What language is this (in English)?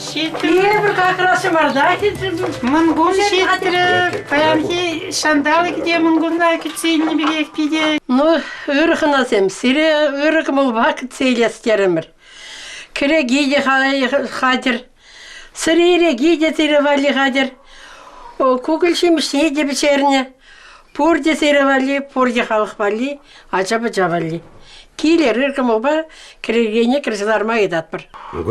Chuvash